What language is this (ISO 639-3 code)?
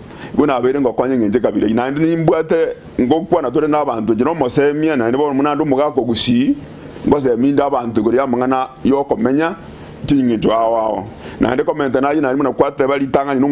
guz